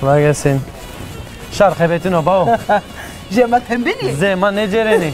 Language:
Zaza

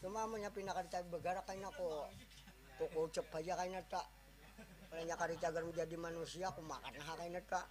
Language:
Banjar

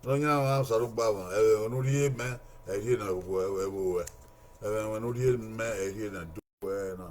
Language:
Bini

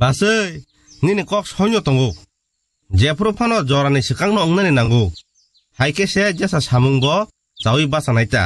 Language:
Kok Borok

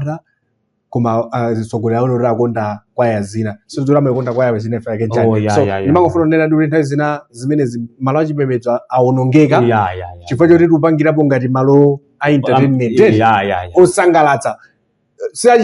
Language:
Nyanja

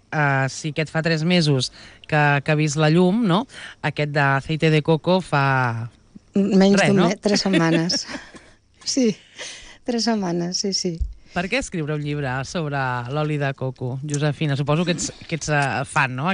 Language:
Catalan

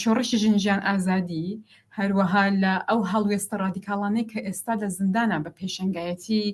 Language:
Central Kurdish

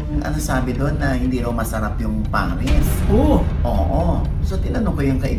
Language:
Filipino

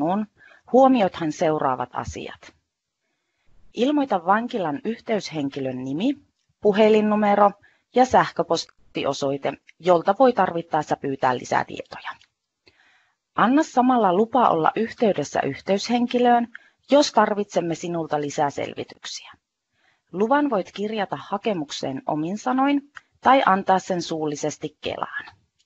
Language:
Finnish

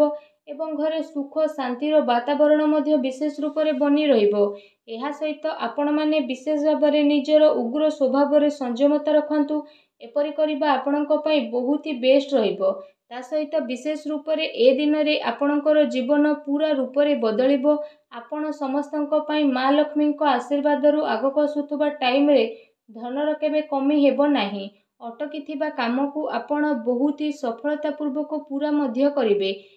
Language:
Odia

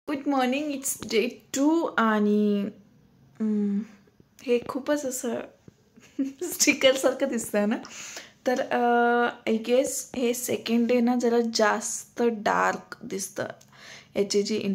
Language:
Marathi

